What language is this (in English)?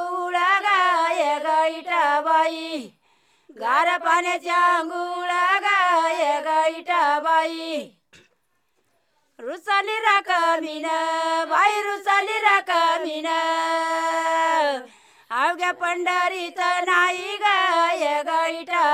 Marathi